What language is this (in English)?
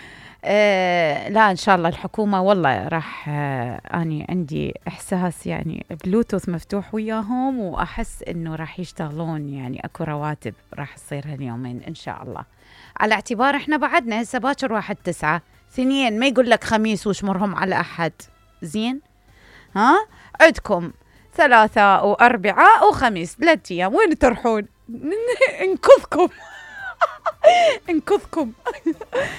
Mesopotamian Arabic